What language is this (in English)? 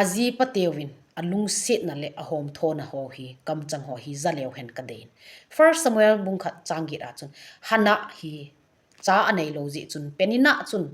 Thado Chin